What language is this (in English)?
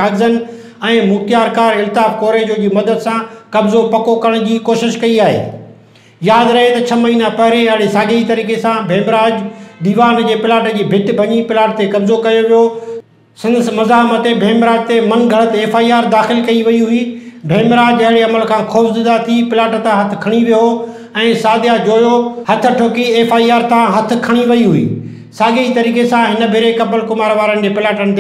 Sindhi